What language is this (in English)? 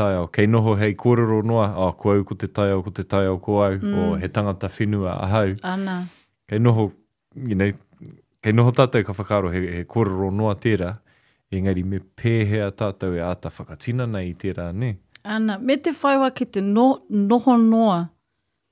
Māori